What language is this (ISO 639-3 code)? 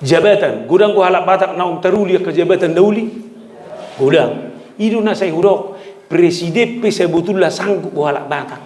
bbc